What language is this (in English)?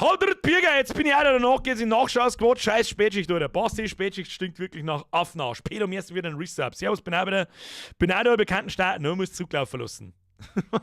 Bavarian